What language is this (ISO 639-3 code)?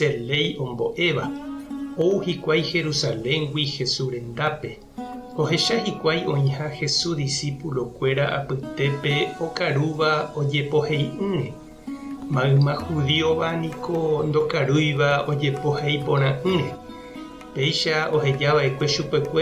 grn